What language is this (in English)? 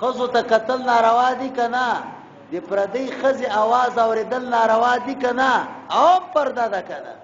Pashto